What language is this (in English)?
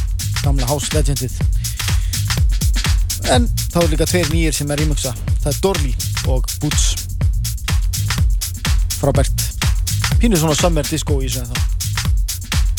Icelandic